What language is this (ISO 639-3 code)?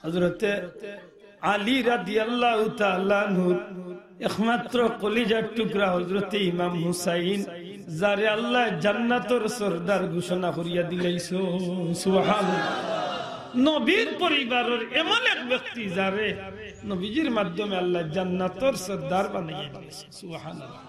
syl